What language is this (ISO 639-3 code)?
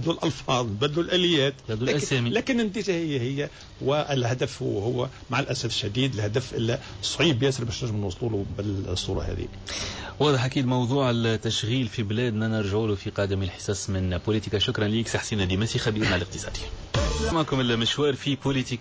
aeb